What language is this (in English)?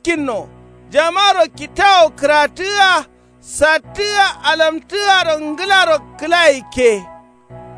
Kanuri